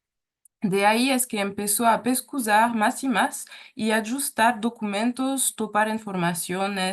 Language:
Ladino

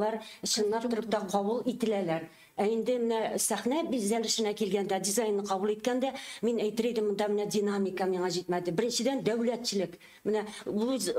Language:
Tatar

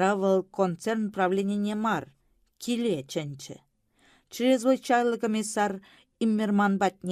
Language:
Chuvash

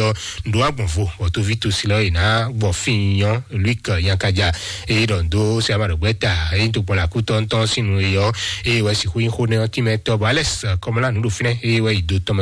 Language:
Fon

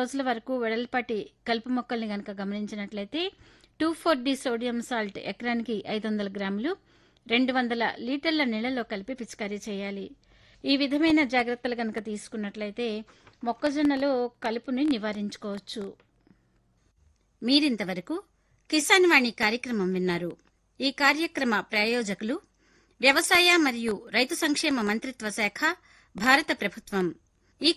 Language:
Telugu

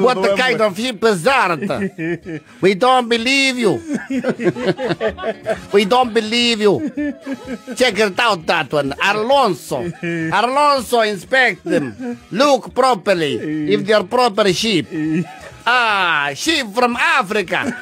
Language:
Kikuyu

